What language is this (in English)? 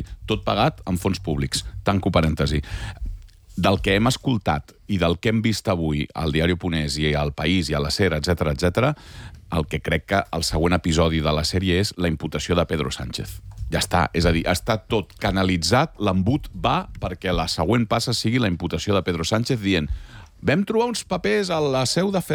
Catalan